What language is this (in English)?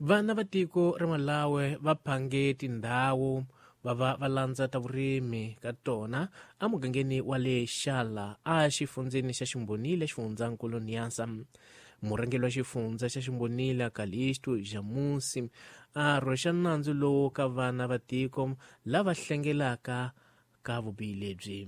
Tsonga